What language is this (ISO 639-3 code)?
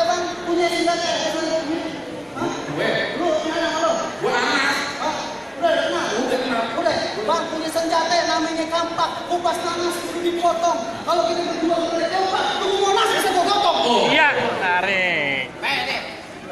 bew